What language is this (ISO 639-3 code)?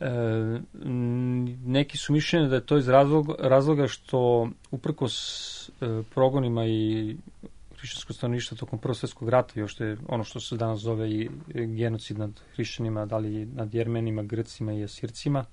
srp